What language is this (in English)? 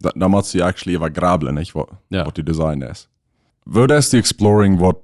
Plautdietsch